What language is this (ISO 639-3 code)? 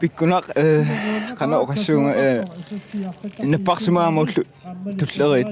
kal